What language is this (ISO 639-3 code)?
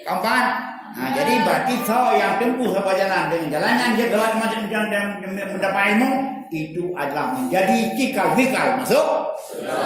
ace